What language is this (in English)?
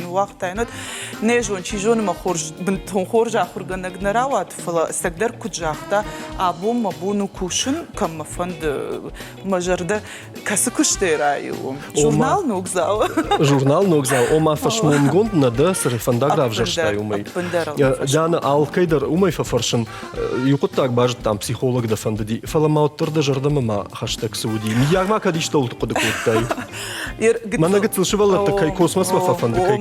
Ossetic